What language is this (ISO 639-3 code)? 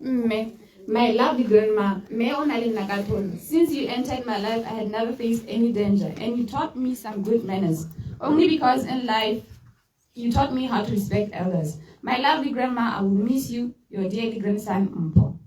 tsn